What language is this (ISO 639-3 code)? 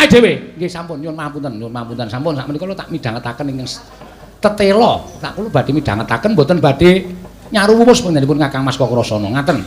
jav